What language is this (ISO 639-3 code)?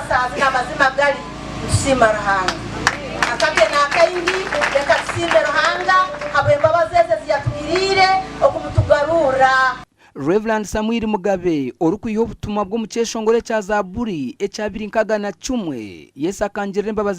nyn